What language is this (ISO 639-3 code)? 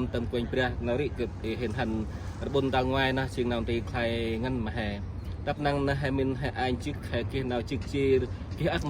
cmo